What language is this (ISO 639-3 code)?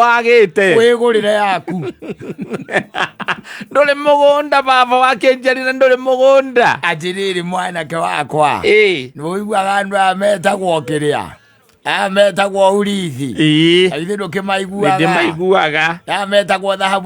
kik